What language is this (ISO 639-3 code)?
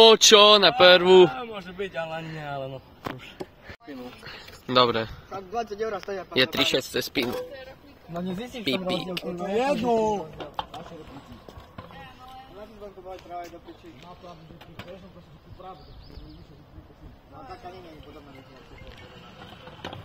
slk